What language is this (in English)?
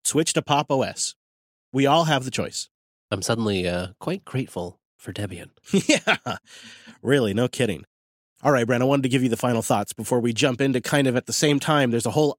English